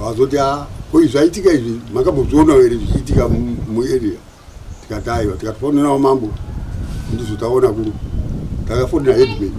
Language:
Shona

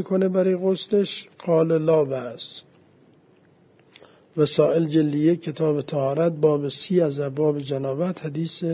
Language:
Persian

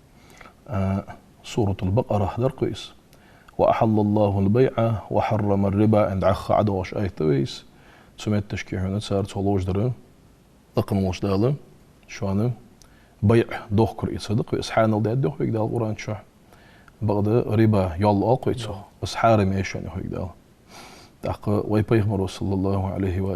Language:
Ingush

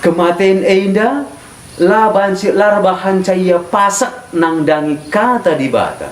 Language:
Batak Karo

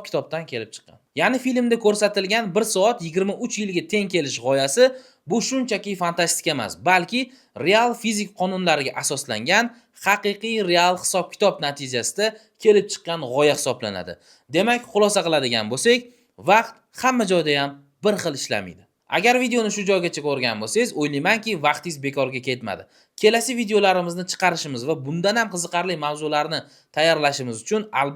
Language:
Uzbek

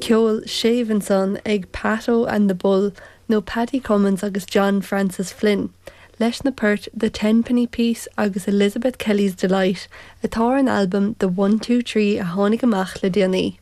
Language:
Irish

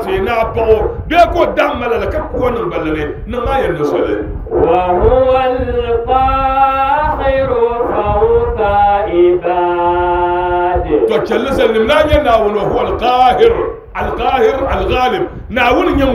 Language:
Dagbani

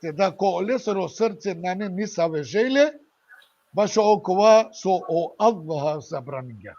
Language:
Balkan Romani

